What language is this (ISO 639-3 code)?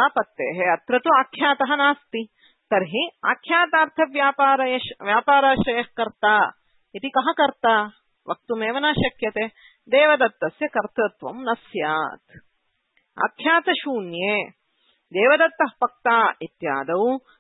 san